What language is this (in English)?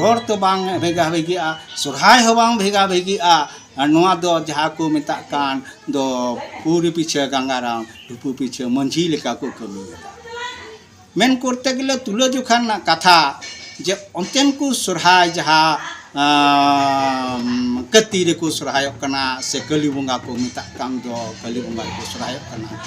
Santali